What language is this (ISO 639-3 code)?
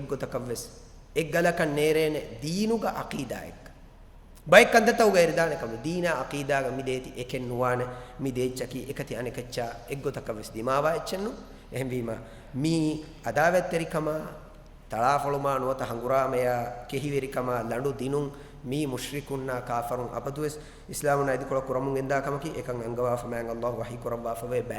div